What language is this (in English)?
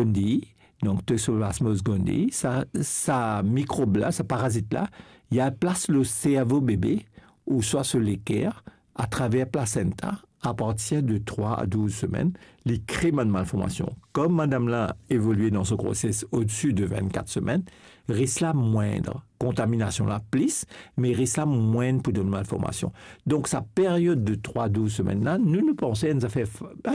Morisyen